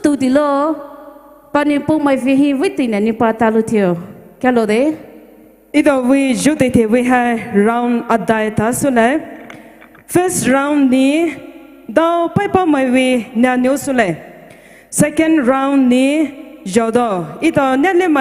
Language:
Poumei Naga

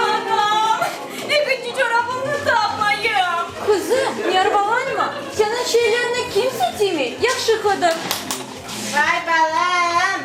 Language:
Crimean Tatar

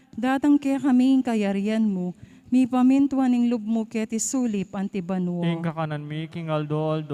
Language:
Pampanga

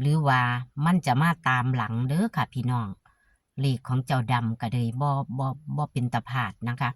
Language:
Northeastern Thai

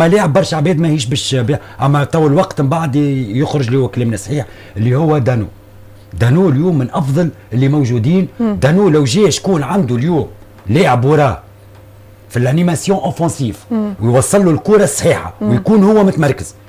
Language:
Tunisian Arabic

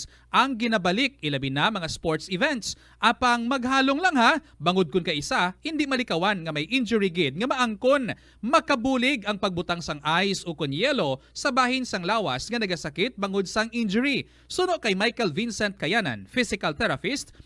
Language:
Hiligaynon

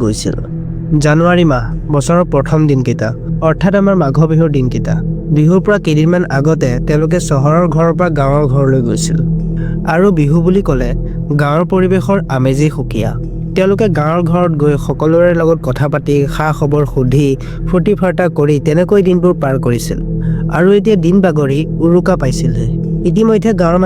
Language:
Assamese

